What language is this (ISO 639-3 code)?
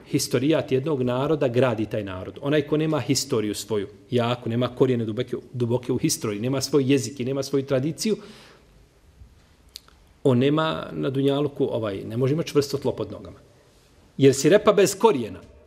bos